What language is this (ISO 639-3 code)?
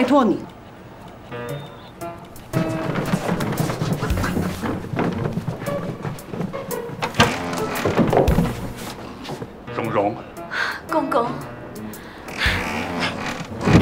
zho